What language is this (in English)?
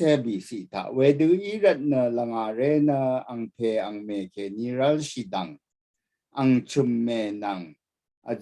Rawang